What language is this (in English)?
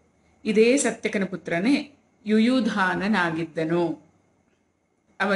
Kannada